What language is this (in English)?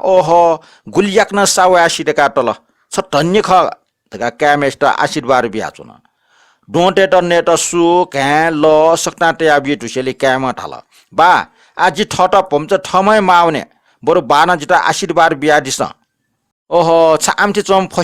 Newari